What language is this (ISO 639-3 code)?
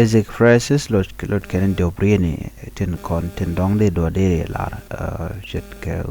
nus